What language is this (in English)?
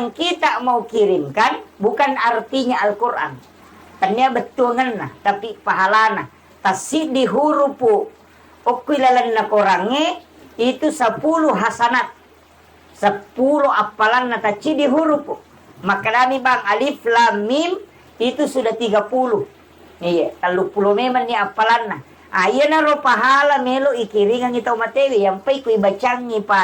Buginese